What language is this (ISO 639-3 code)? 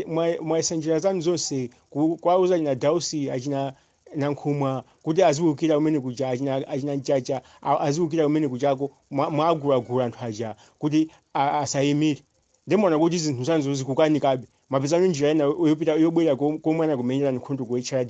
nya